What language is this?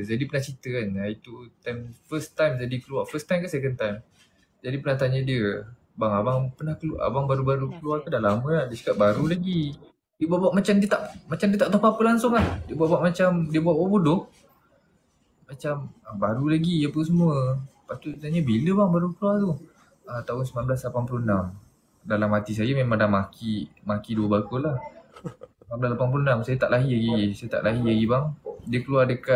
Malay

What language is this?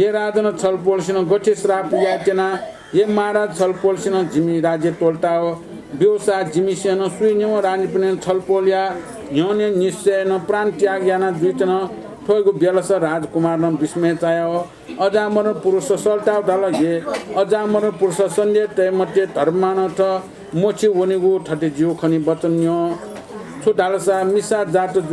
Newari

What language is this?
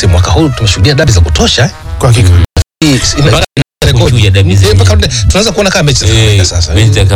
Swahili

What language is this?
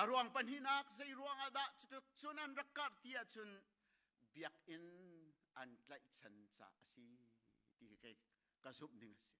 Hakha Chin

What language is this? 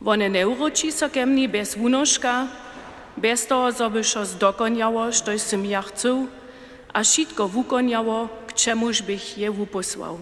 Upper Sorbian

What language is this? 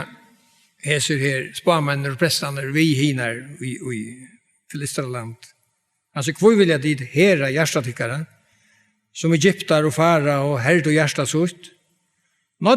Faroese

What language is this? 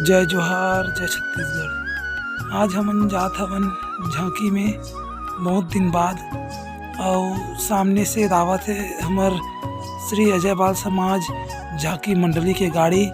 Chhattisgarhi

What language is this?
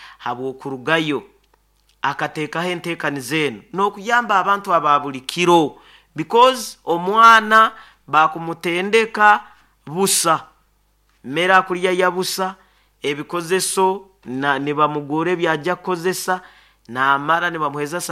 Nyoro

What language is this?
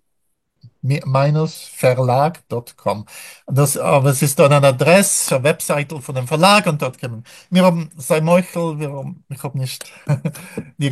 Yiddish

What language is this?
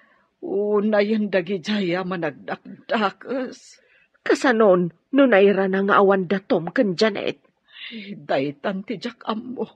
Iloko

